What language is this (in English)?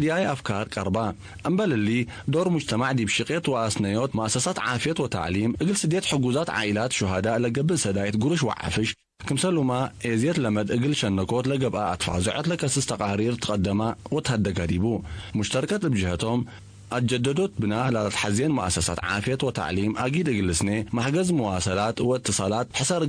Tigre